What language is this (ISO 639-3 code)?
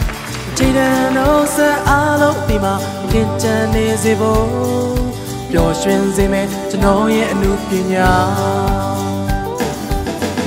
mya